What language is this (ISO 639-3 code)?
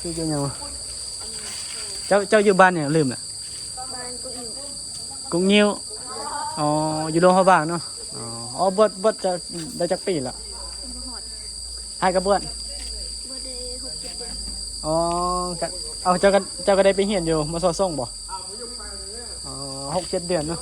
tts